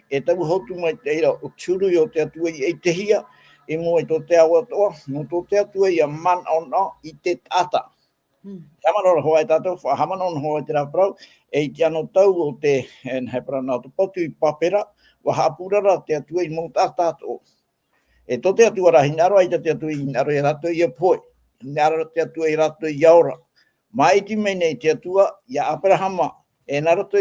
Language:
Tahitian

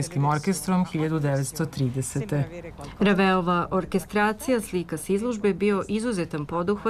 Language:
Serbian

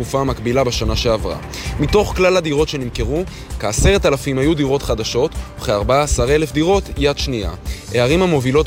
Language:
Hebrew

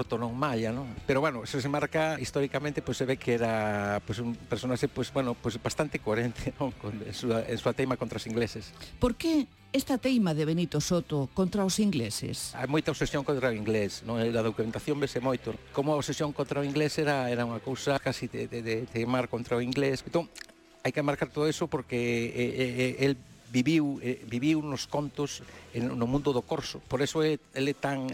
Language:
Galician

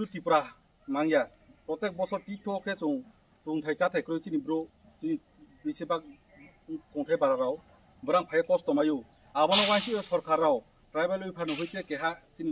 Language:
Kok Borok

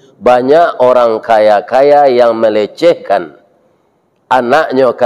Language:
Minangkabau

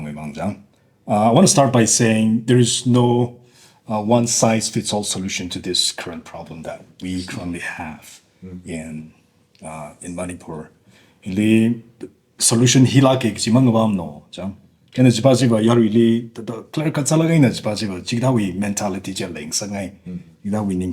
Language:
Tangkhul Naga (India)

